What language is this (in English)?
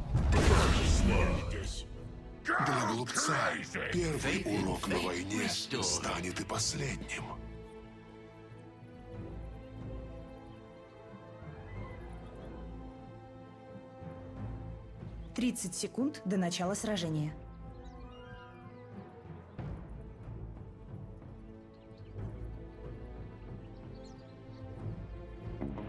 Russian